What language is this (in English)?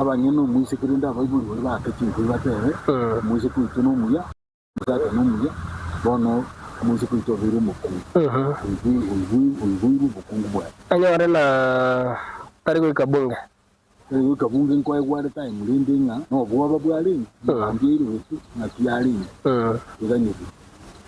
Gusii